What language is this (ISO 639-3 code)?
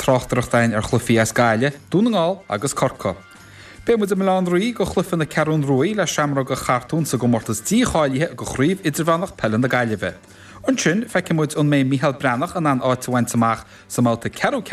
gle